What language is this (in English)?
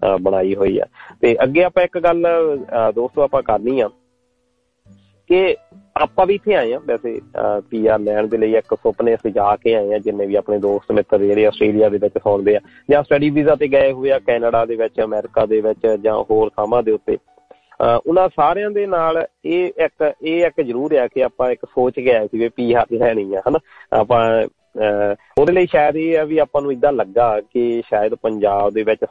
Punjabi